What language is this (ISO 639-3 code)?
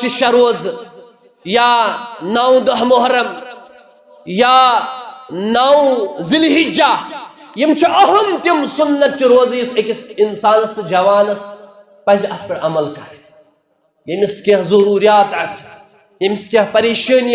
kas